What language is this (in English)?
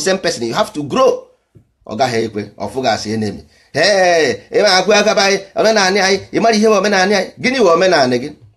Igbo